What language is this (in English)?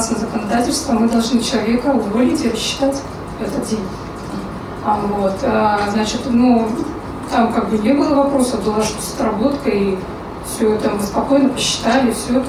Russian